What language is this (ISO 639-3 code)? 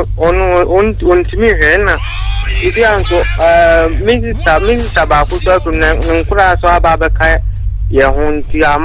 aka